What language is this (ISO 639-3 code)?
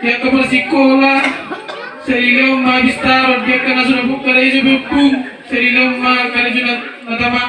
bbc